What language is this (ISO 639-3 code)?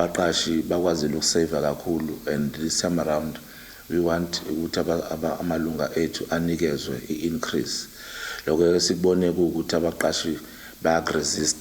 zul